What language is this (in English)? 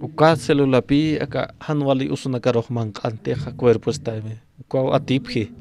Aymara